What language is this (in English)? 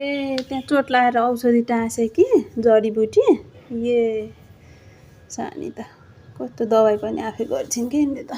Nepali